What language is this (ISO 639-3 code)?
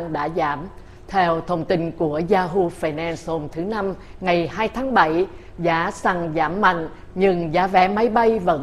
vie